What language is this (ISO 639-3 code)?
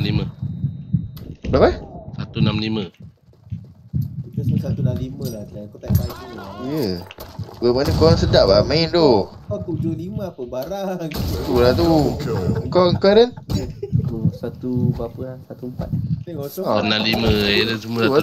msa